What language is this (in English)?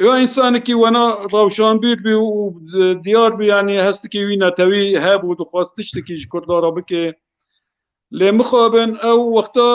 Kurdish